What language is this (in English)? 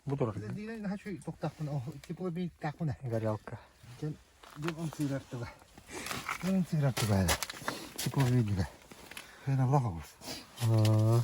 Yakut